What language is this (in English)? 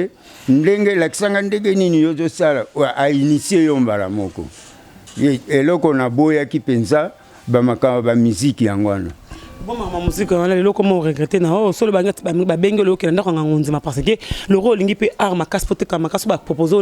Lingala